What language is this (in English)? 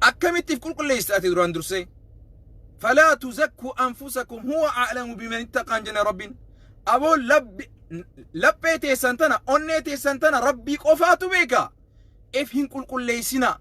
Oromo